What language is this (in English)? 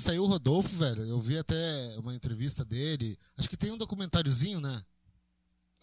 Portuguese